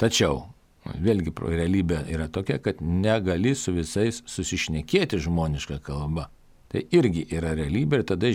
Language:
Lithuanian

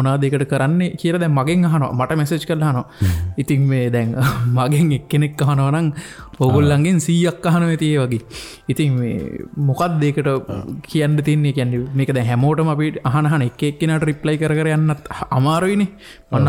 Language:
Sinhala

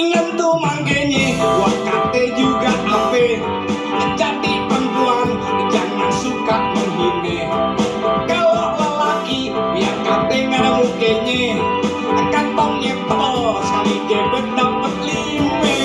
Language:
Betawi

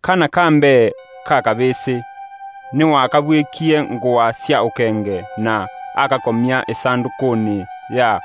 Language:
Kamba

